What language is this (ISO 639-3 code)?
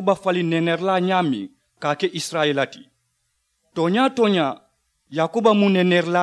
man